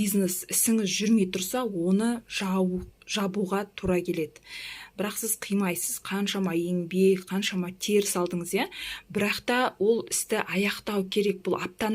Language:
Kazakh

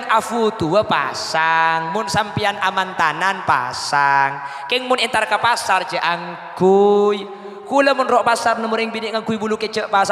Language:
Madurese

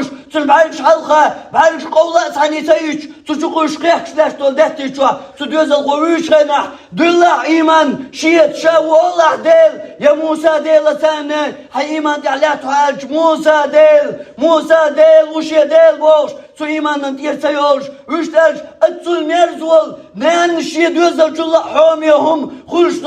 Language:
Chechen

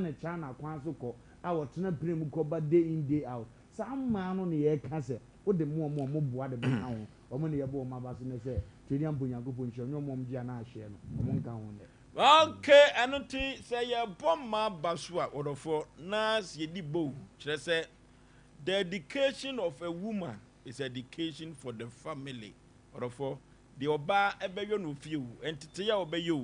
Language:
Akan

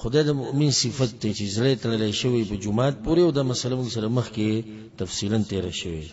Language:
Pashto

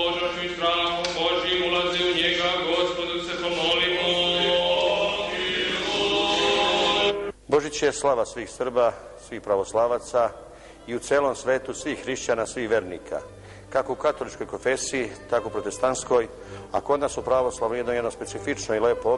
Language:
Serbian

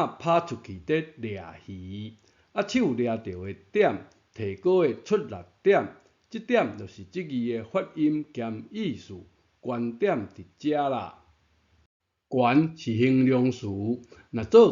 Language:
Min Nan Chinese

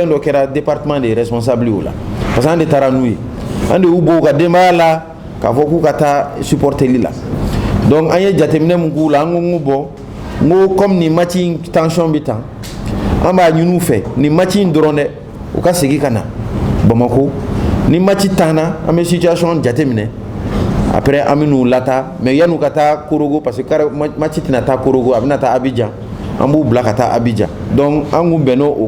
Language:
Bambara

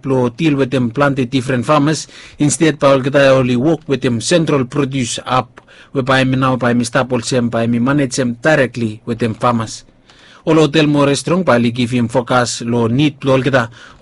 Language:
Bislama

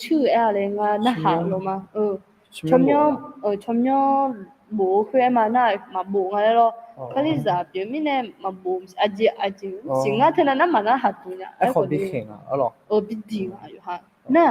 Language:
Akha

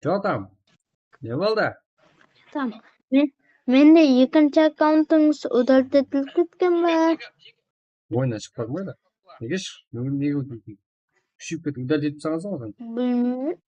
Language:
Kara-Kalpak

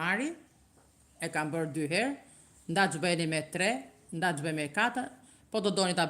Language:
Albanian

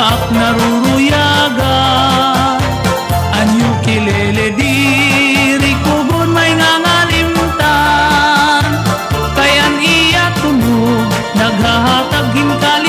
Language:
Waray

